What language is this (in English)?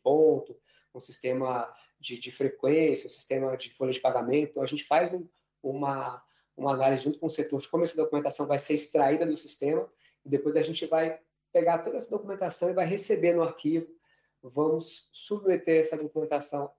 Portuguese